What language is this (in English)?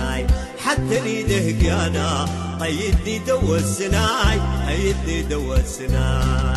Tigre